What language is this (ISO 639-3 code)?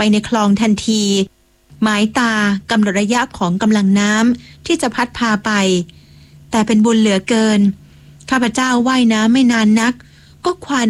tha